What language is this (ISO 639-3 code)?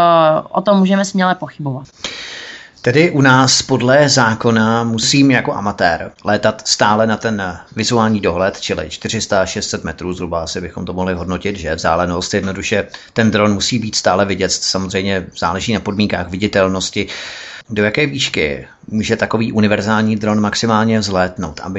ces